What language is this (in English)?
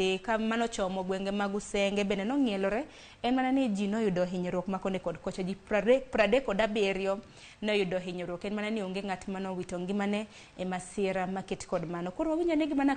Luo (Kenya and Tanzania)